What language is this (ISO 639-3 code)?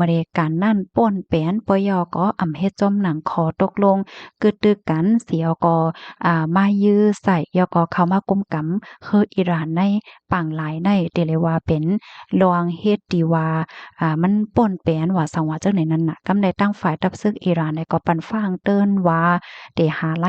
shn